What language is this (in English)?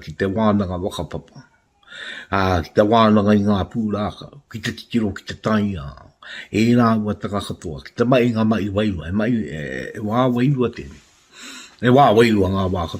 Māori